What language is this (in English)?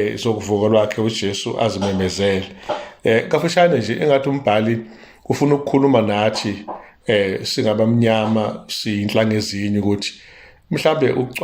Zulu